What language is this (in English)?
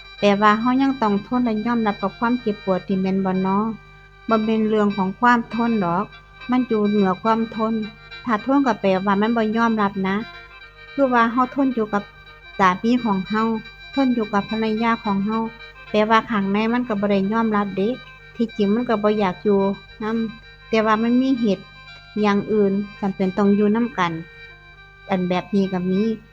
Northeastern Thai